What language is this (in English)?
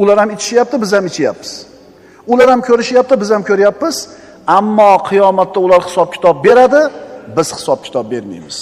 Uzbek